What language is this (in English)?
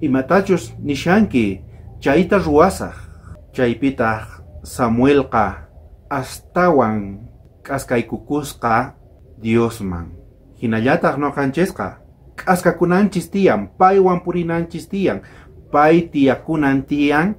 South Bolivian Quechua